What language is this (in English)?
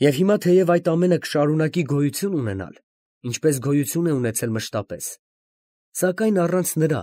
Armenian